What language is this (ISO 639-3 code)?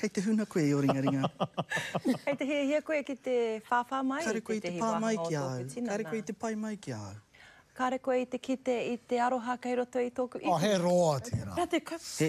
mri